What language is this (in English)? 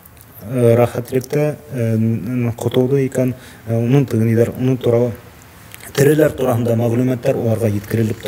Bashkir